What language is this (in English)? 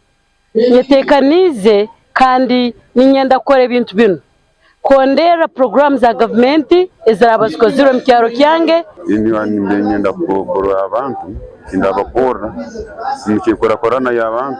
Nyankole